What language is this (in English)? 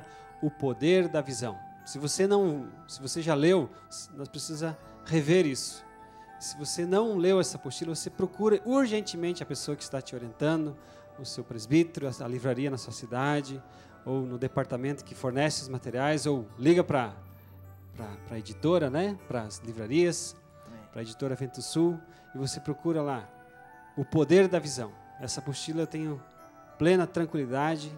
Portuguese